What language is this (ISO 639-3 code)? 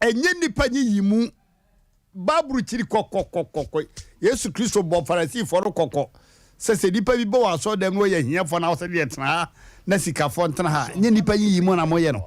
aka